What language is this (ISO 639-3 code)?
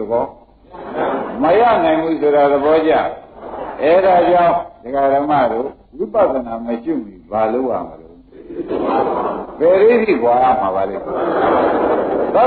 mya